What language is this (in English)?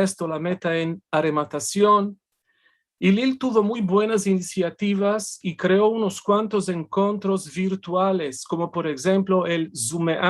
Ladino